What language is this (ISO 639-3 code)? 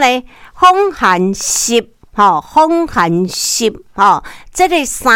nan